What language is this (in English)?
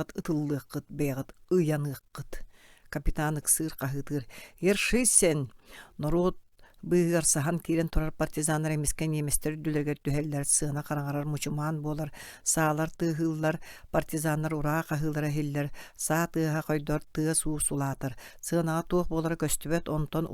Yakut